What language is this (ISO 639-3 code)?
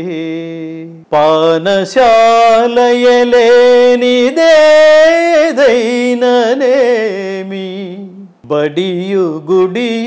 tel